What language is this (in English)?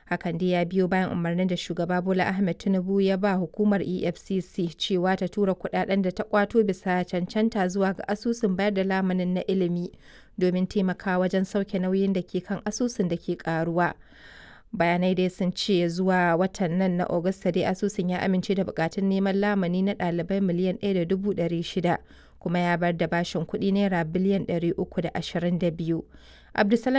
Hausa